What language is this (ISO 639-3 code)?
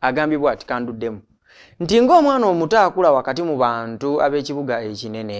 lug